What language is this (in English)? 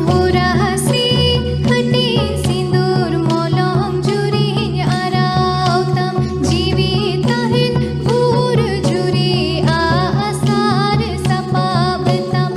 Santali